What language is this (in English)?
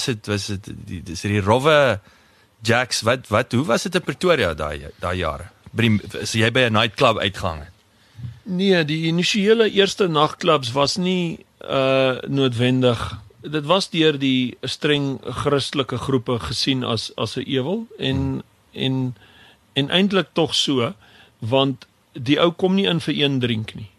Afrikaans